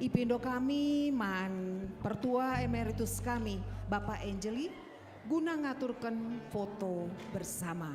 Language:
Batak Karo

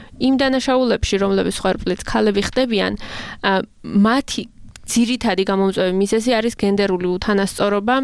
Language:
Georgian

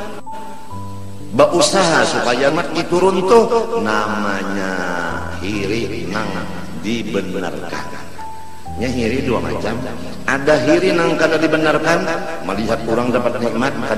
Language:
Banjar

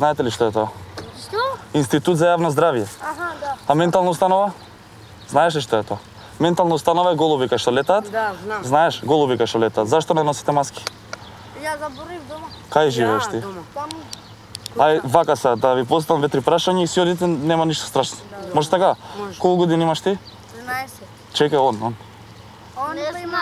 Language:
Macedonian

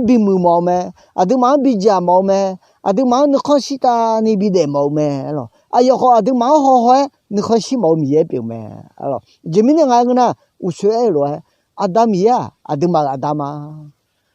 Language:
Akha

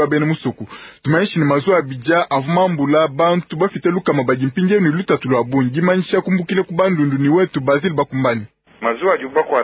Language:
Luba-Lulua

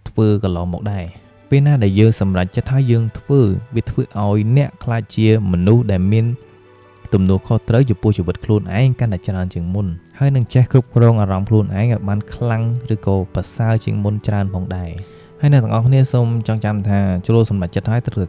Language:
Khmer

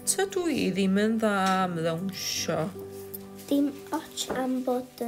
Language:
Welsh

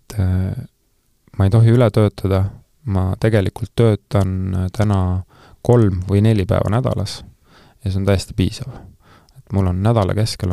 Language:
Estonian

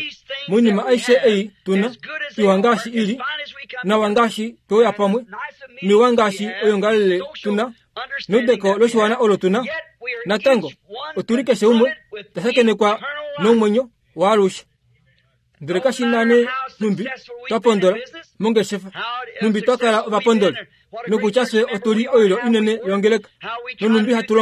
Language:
Kuanyama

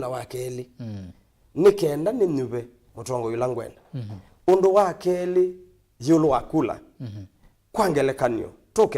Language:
Kamba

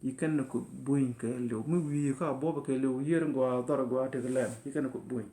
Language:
Nuer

